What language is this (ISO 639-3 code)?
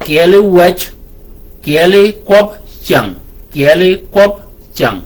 shk